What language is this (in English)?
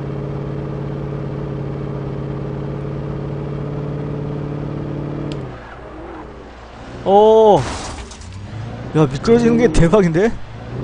Korean